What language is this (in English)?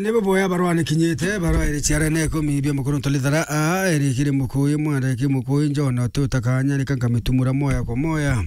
Meru